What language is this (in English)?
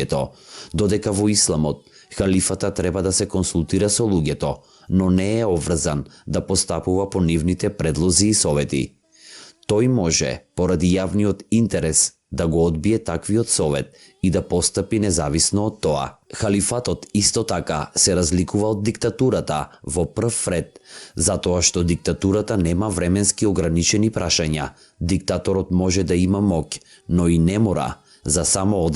Macedonian